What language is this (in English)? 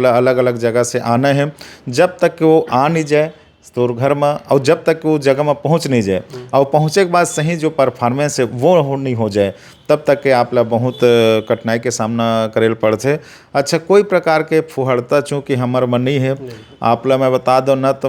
Chhattisgarhi